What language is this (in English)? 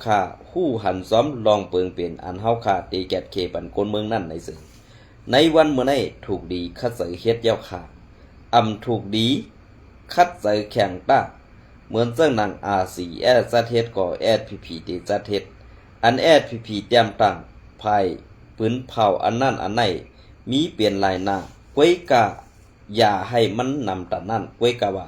Shan